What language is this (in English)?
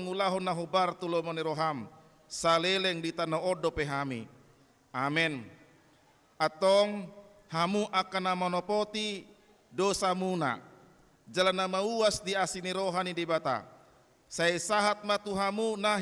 Batak Toba